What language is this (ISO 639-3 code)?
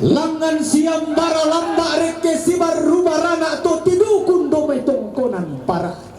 sda